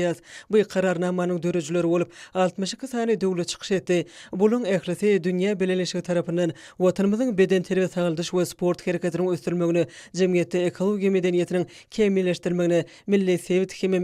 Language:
Turkmen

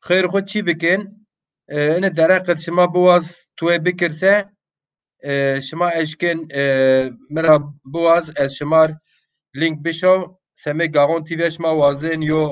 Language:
Zaza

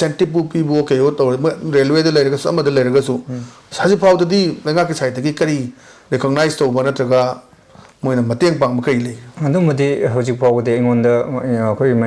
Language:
Manipuri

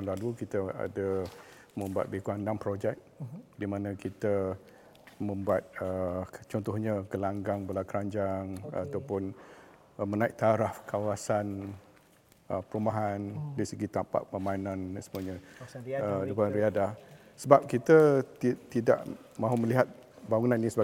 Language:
Malay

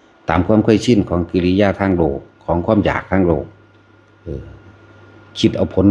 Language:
Lao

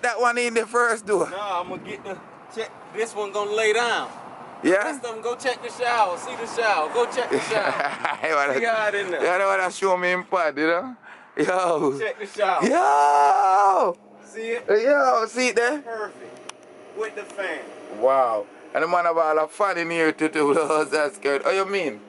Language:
Jamaican Creole English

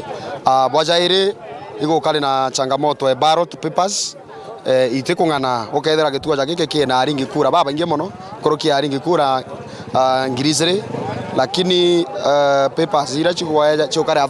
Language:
Meru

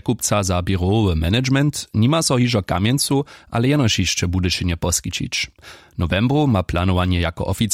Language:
Upper Sorbian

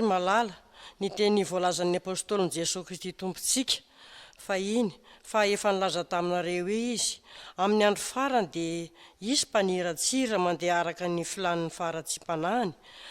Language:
Malagasy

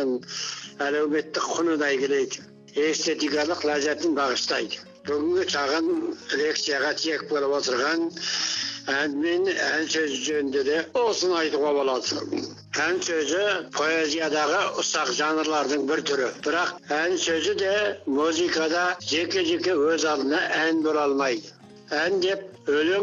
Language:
Kazakh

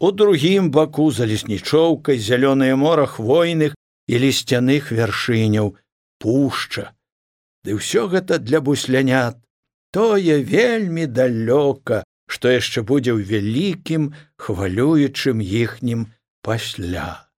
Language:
Belarusian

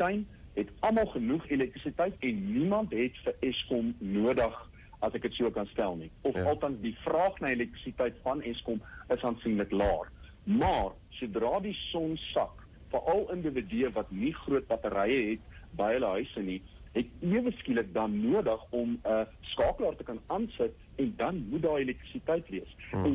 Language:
Afrikaans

